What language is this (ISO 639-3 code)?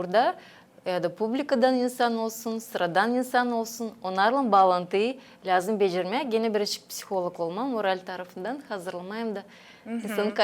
gag